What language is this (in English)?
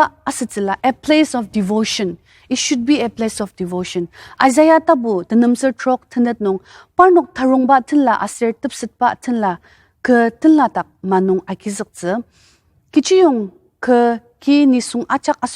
Ao Naga